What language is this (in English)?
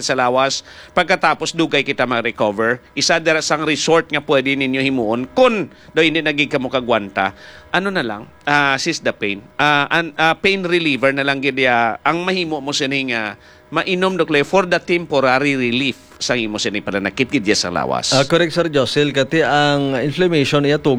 Hiligaynon